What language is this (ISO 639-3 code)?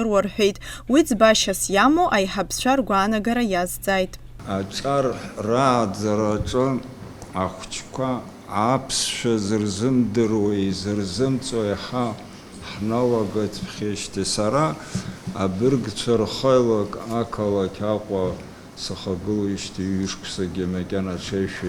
abk